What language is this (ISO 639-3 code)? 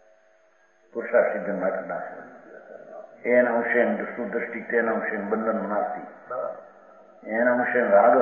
guj